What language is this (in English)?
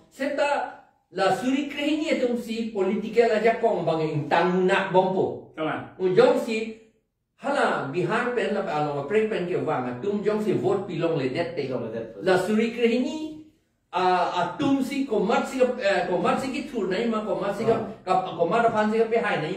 Karbi